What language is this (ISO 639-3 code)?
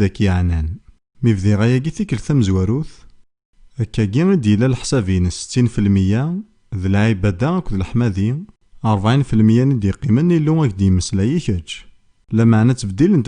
kab